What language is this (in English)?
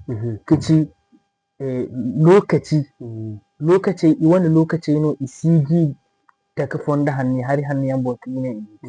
Zarma